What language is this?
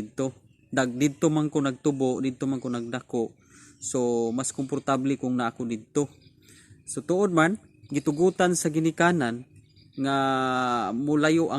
Cebuano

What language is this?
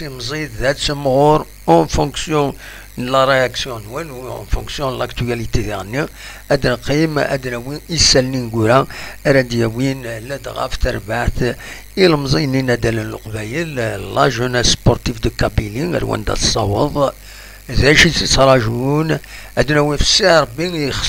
Kabyle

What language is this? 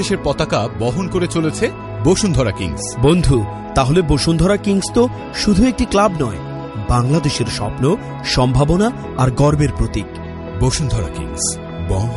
Bangla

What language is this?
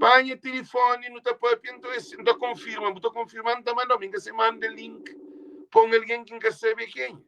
Kabuverdianu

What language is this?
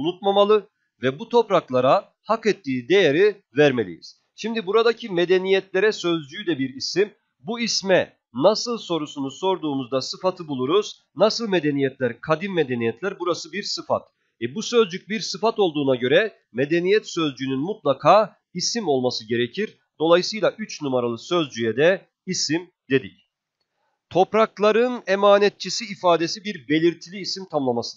Turkish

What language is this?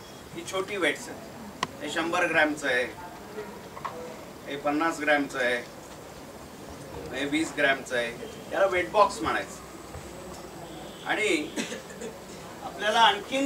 Marathi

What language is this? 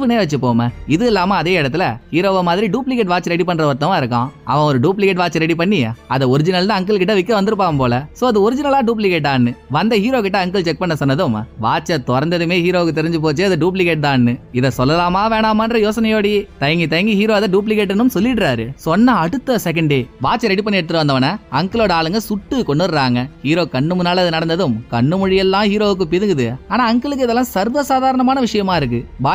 Tamil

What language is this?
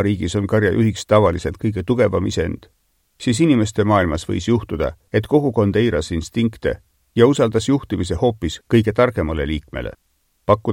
Estonian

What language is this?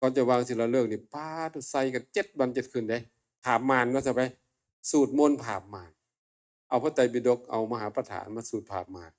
Northeastern Thai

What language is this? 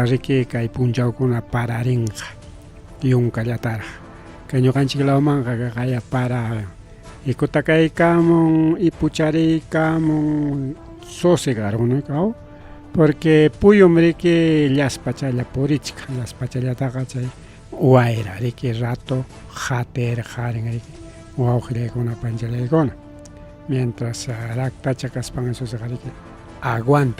Ayacucho Quechua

